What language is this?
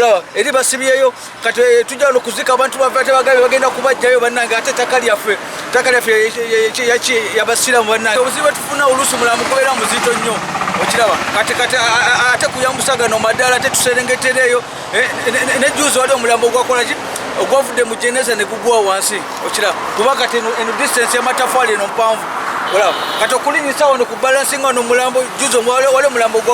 Soga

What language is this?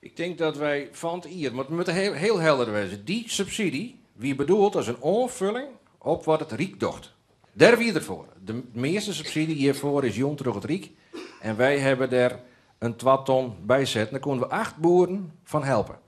Western Frisian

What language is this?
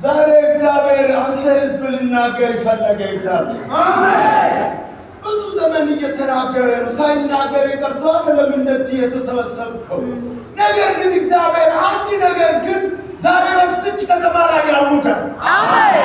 Amharic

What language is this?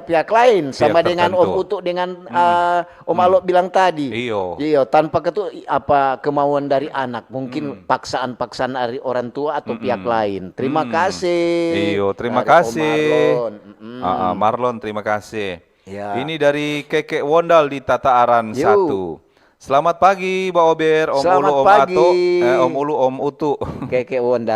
Manado Malay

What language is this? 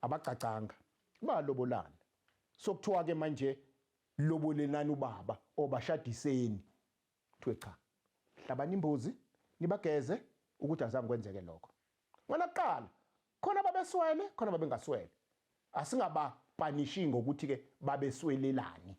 Zulu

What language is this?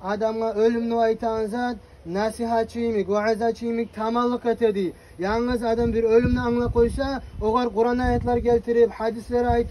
Kumyk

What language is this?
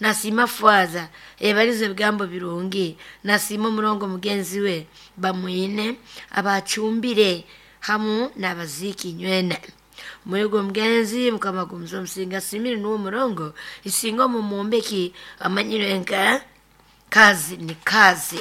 Nyoro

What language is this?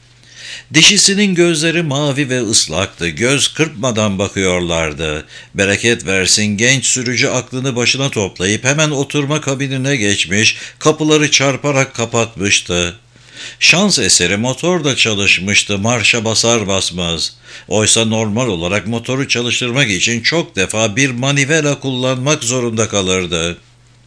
Turkish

